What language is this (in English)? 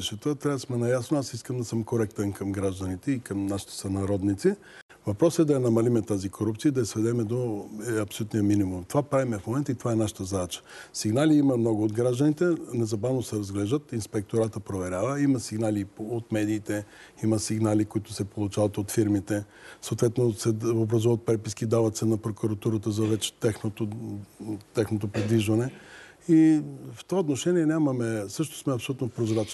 Bulgarian